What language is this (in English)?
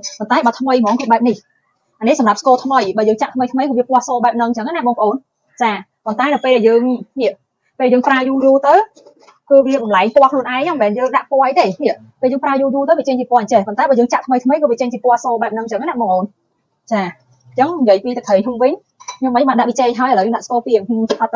Khmer